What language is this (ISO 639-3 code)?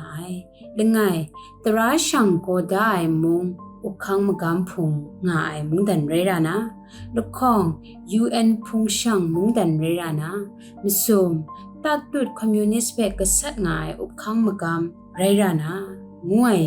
kac